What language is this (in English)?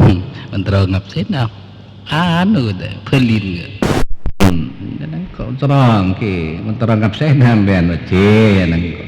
Madurese